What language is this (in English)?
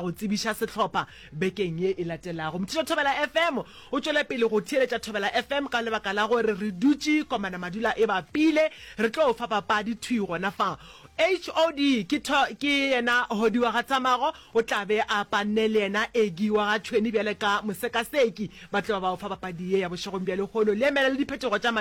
Northern Sotho